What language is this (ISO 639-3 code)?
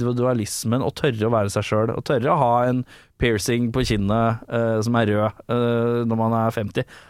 nor